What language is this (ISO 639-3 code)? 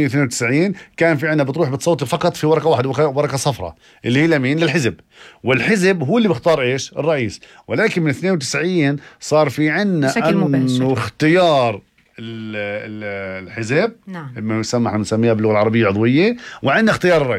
apc